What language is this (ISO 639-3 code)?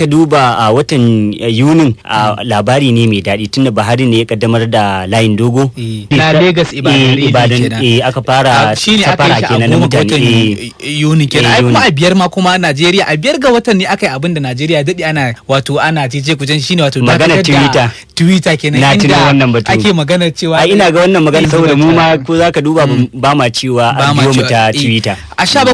hau